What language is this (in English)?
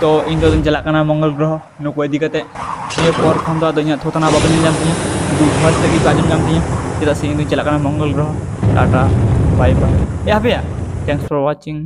Santali